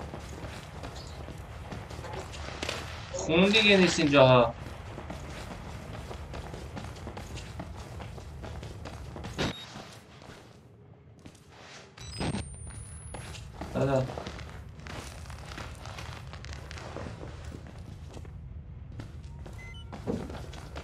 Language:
Persian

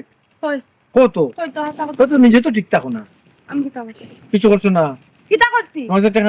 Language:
Sylheti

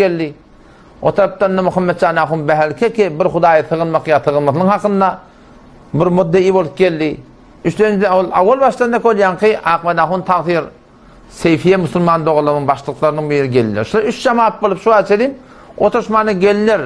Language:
Turkmen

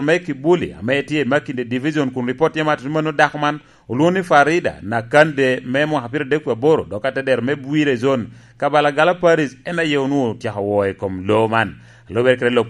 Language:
Lango (Uganda)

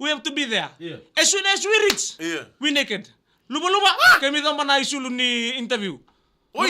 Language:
Fijian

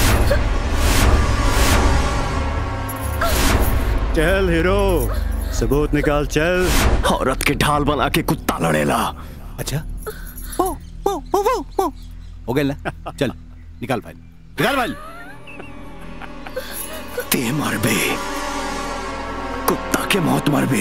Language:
Bhojpuri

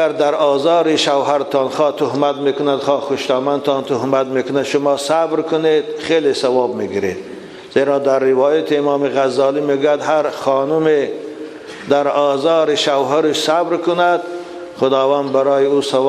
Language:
Tajik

